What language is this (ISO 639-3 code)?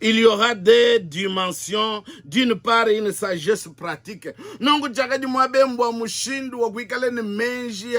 lua